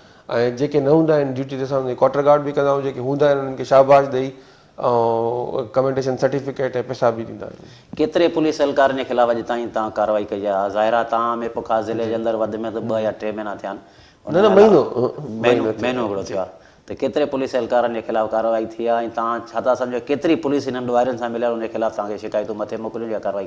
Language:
Sindhi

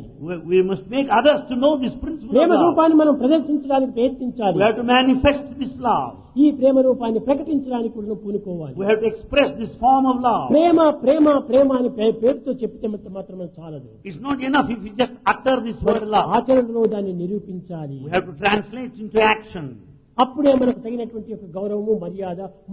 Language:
Telugu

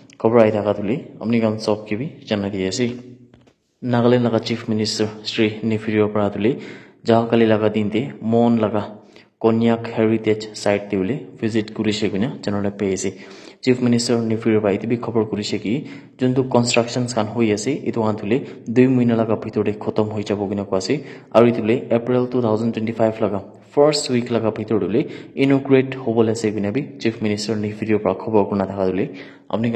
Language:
Naga Pidgin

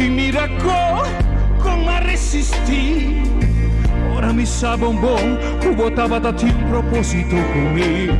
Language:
Papiamento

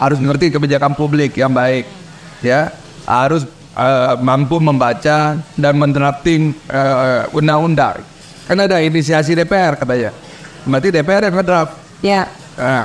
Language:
Indonesian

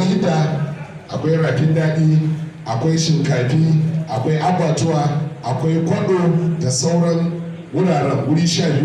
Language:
Hausa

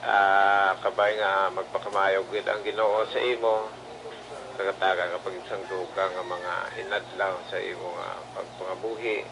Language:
Hiligaynon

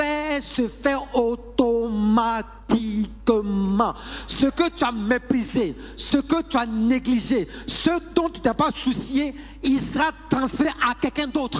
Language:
French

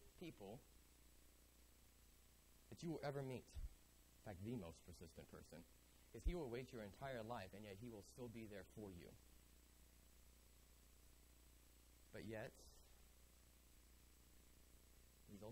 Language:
English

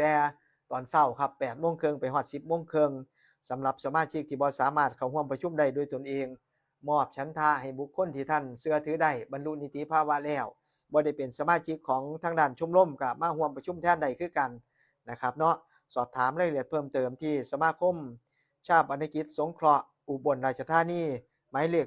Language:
Northeastern Thai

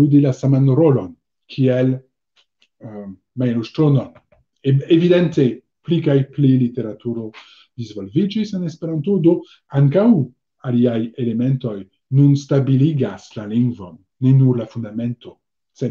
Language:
Esperanto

